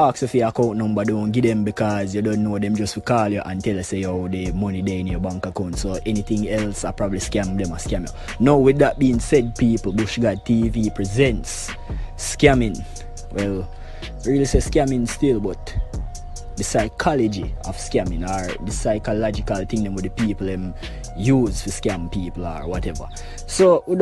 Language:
Jamaican Creole English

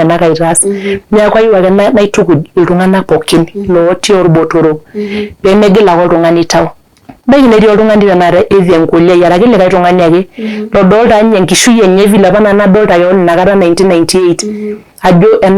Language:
Masai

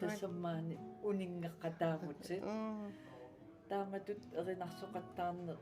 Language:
Kalaallisut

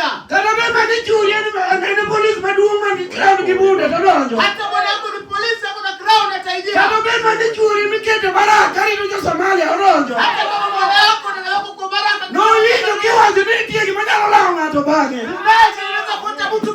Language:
Luo (Kenya and Tanzania)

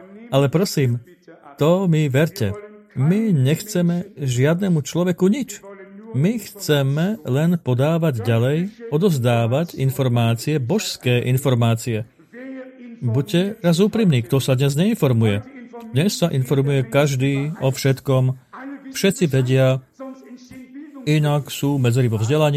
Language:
Slovak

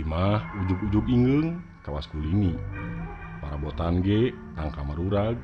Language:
Sundanese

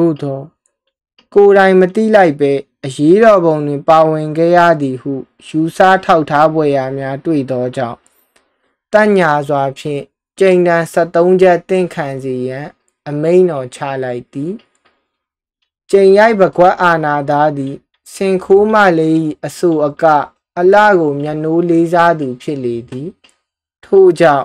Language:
Burmese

